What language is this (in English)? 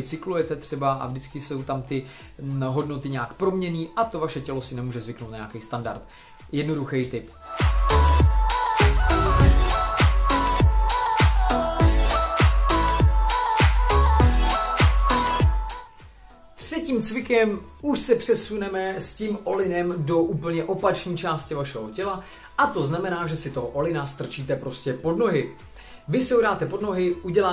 Czech